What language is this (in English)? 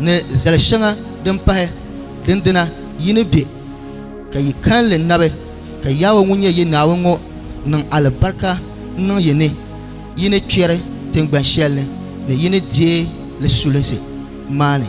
Dagbani